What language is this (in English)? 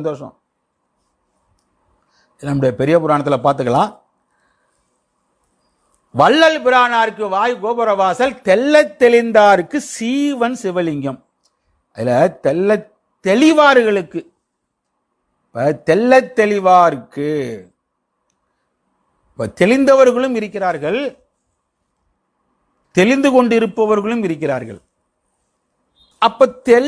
Tamil